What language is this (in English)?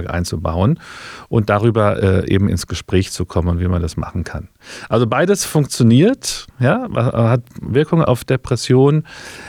German